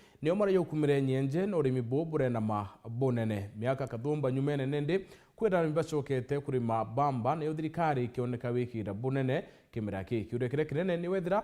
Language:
Meru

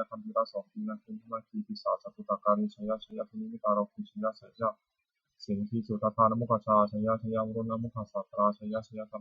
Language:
Pali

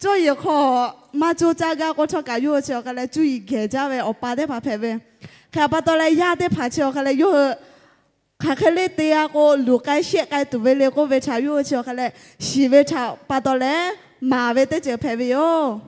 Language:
Lahu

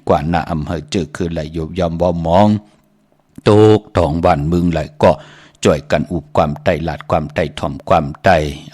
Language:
Shan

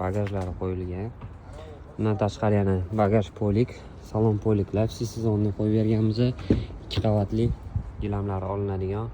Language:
Uzbek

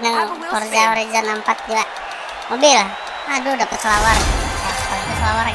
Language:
Banjar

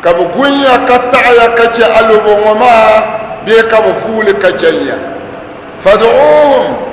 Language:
Dagbani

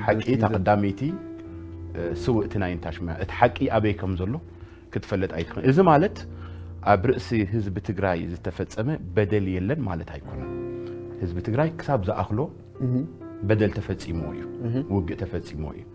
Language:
Tigrinya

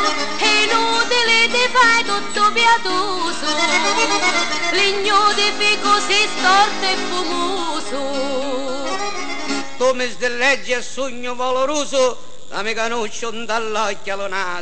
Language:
Italian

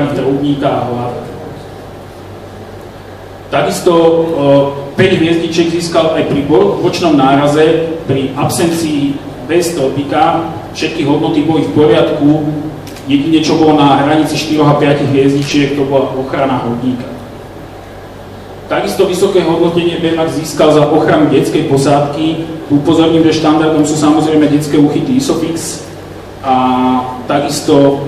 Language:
Slovak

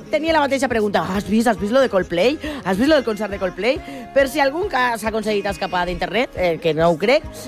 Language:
Catalan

